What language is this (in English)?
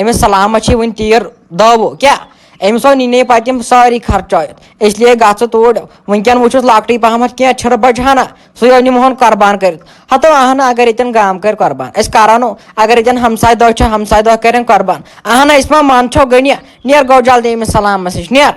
Kashmiri